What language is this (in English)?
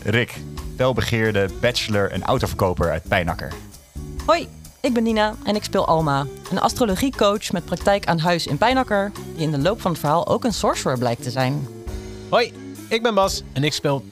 Dutch